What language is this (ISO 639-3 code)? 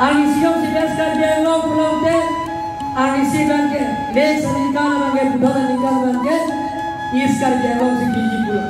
mjw